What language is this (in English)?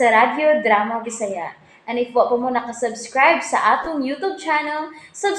Cebuano